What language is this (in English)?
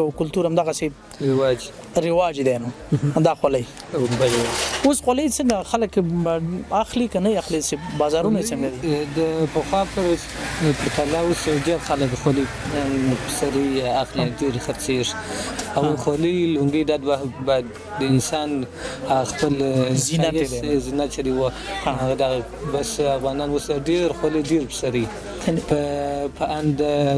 Pashto